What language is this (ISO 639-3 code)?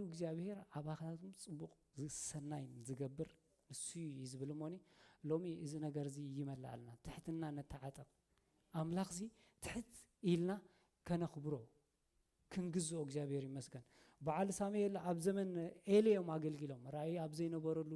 tir